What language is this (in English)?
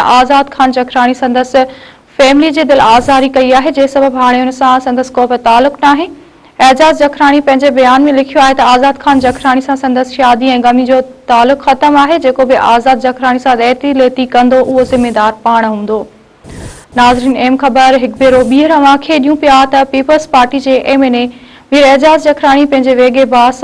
Sindhi